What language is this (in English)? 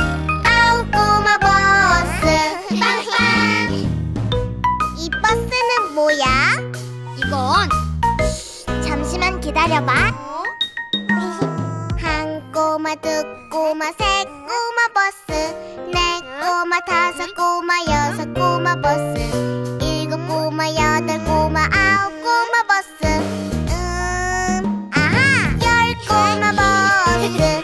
Korean